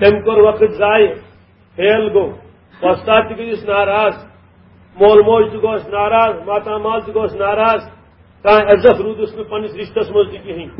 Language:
Kashmiri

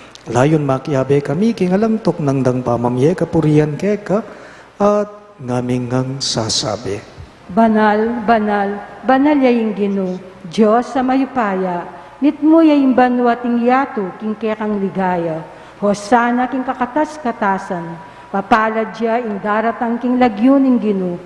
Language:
Pampanga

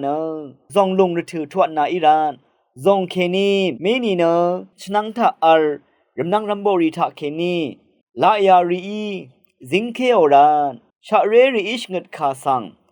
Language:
Rawang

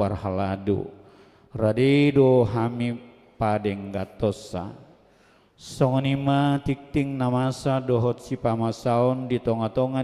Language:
Batak Toba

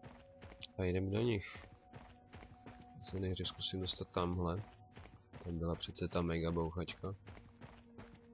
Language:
Czech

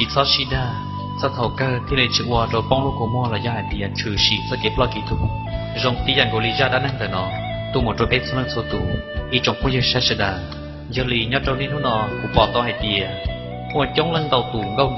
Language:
Hmong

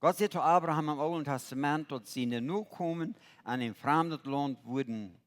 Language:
Plautdietsch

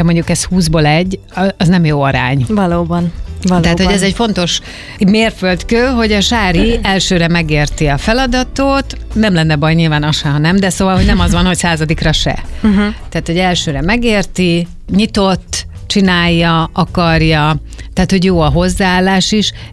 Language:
Hungarian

